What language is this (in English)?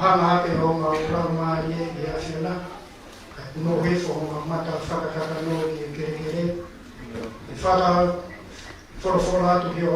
Tongan